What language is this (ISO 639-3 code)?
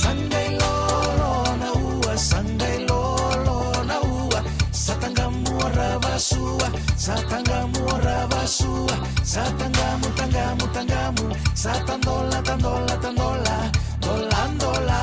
fij